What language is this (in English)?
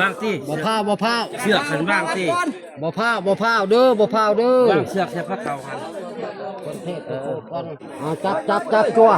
Northeastern Thai